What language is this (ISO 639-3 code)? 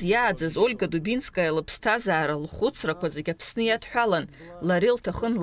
abk